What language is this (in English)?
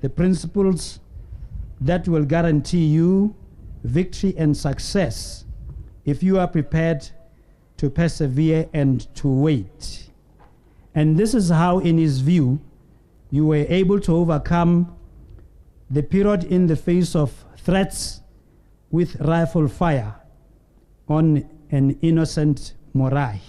Tswana